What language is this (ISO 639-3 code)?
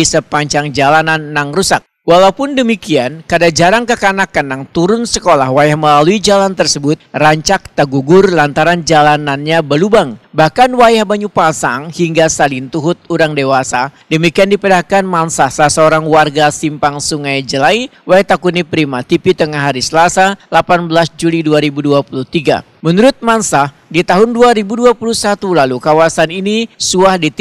bjn